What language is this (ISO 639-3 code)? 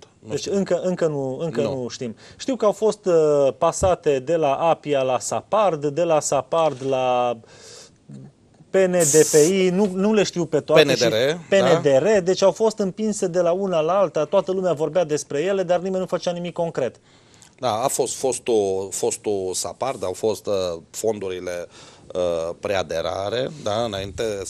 ron